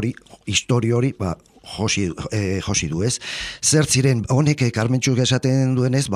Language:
Basque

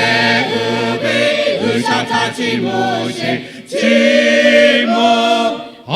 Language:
Lahu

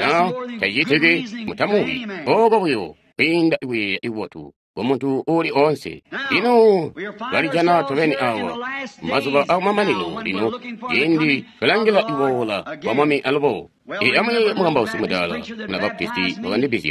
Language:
Tonga (Zambia)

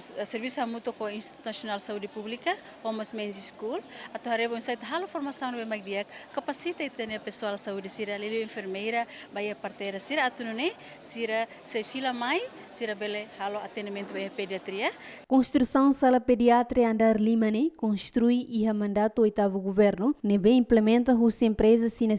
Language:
Tetum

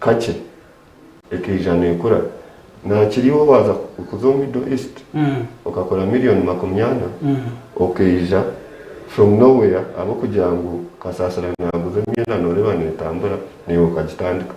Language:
Nyankole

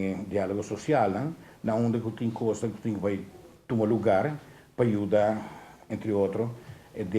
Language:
Papiamento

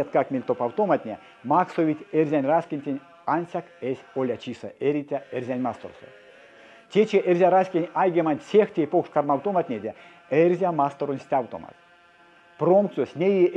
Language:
Erzya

